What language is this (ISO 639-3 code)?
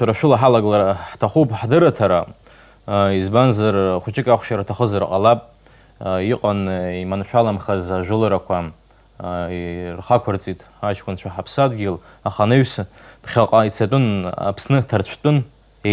abk